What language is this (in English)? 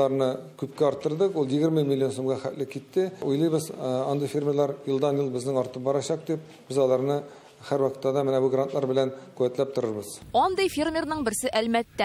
Tatar